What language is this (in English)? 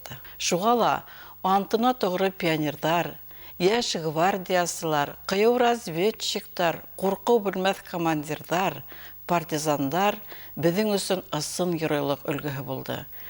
Bashkir